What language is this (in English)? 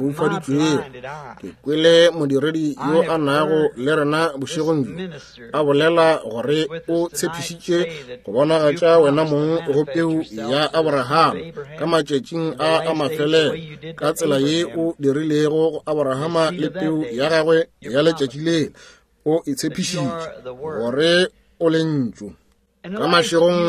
Northern Sotho